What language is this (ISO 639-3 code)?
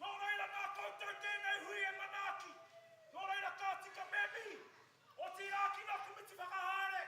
mri